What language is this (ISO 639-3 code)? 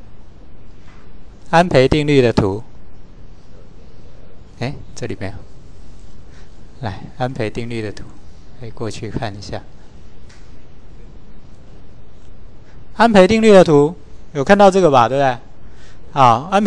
zho